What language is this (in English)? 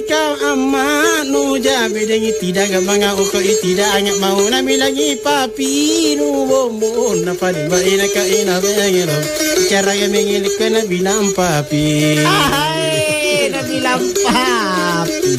Makasar